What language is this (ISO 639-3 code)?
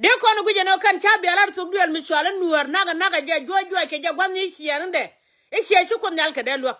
nus